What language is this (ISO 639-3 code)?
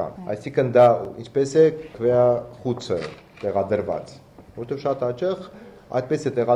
hye